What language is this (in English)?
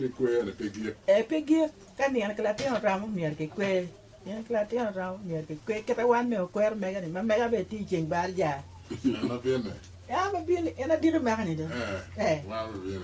Acoli